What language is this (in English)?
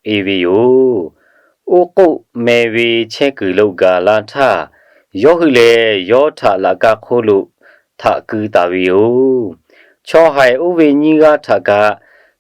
Lahu